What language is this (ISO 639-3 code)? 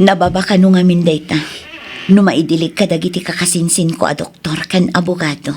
ilo